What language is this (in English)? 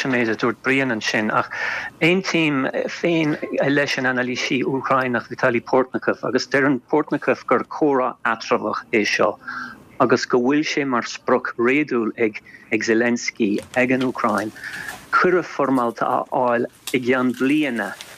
Irish